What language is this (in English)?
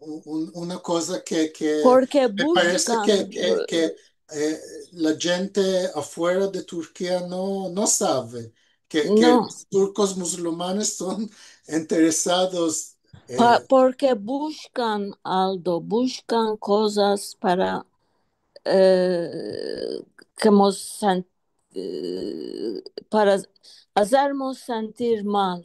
Ladino